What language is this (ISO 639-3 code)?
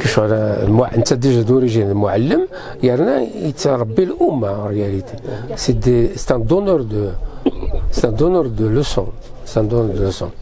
kab